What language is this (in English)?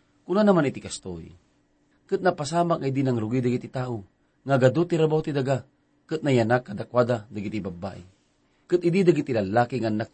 Iloko